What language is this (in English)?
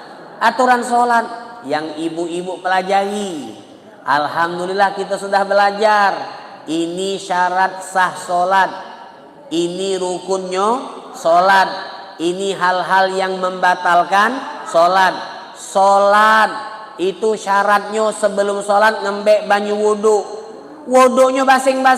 Musi